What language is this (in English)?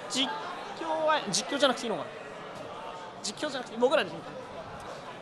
Japanese